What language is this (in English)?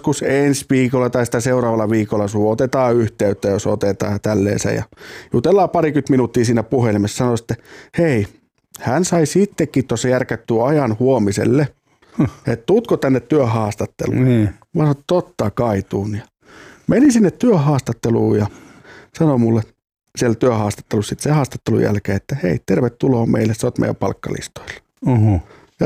Finnish